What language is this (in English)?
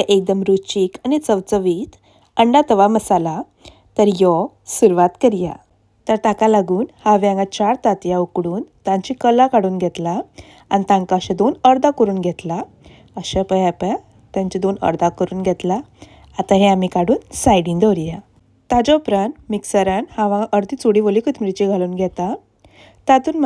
Konkani